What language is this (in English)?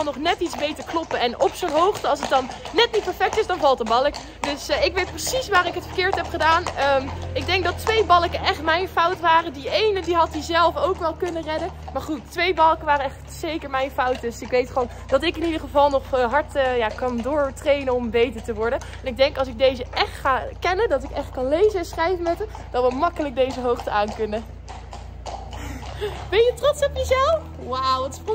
Dutch